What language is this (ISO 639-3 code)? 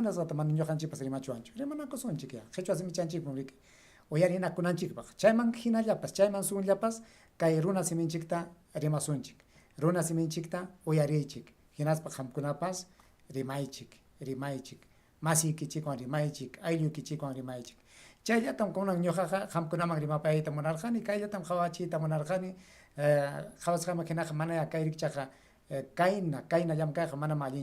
quy